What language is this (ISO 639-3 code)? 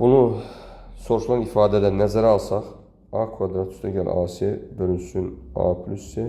aze